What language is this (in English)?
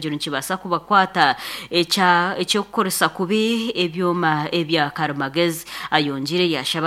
Nyankole